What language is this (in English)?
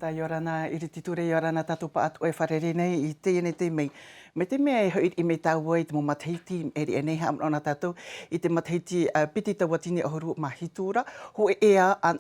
Tahitian